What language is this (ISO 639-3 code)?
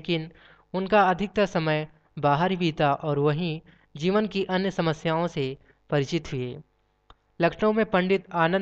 hin